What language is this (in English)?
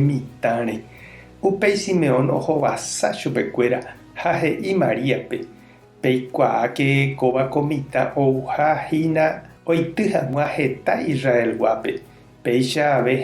Guarani